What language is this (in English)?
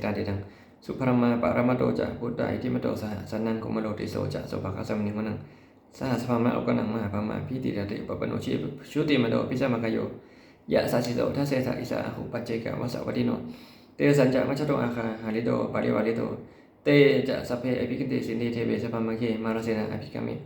Pali